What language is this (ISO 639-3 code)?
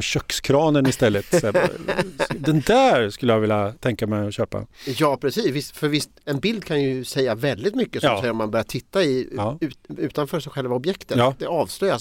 swe